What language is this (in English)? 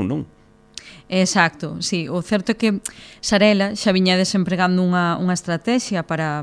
Galician